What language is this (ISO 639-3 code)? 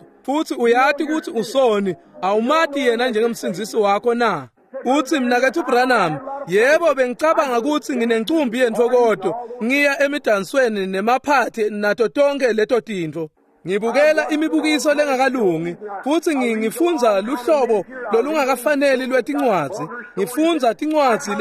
ssw